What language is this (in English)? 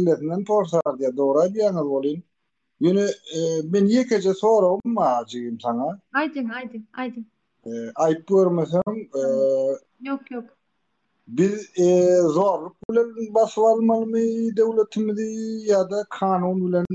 Turkmen